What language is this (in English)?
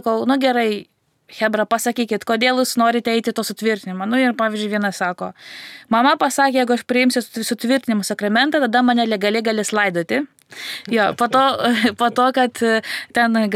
Lithuanian